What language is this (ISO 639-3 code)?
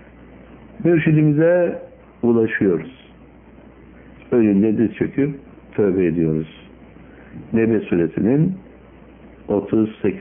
tur